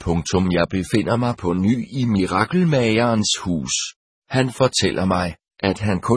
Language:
Danish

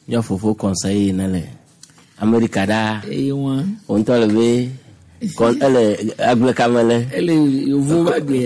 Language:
Gen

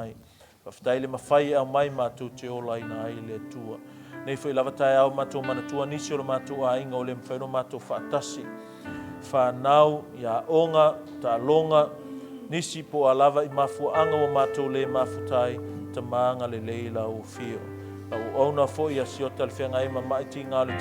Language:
Samoan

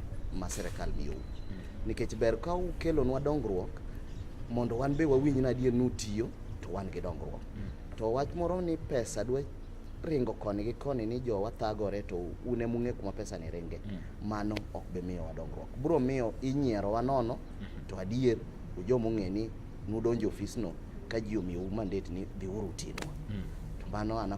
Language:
Luo (Kenya and Tanzania)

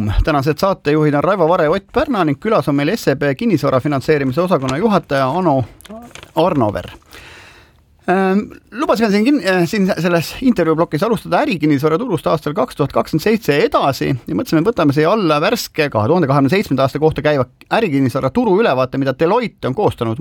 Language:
Estonian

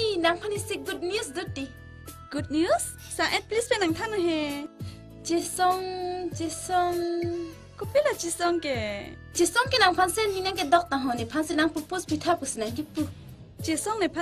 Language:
Karbi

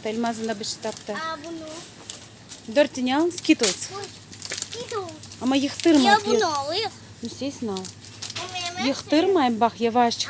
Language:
Crimean Tatar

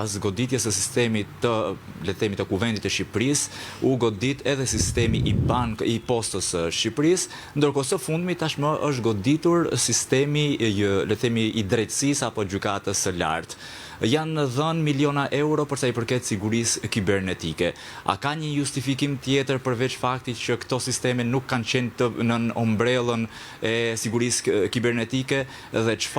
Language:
Albanian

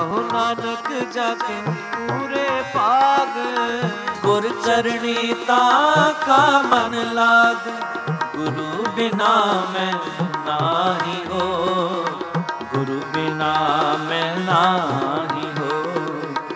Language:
Punjabi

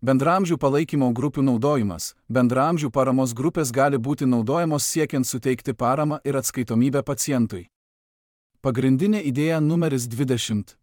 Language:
Lithuanian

